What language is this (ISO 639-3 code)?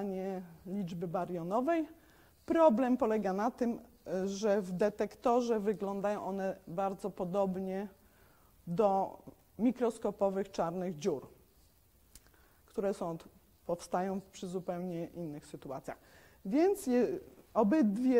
pol